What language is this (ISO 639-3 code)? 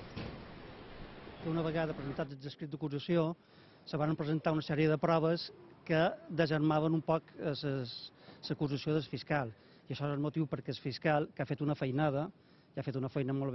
cat